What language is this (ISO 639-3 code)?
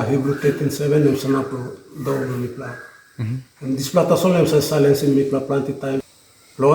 tpi